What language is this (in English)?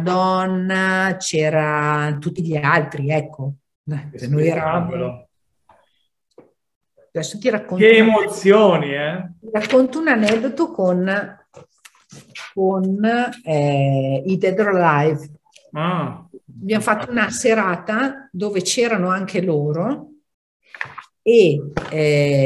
Italian